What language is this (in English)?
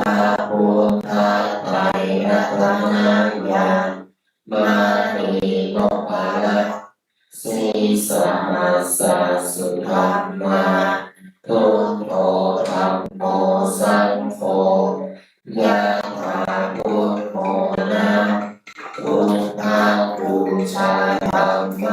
Pali